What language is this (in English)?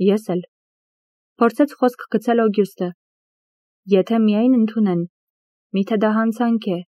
Armenian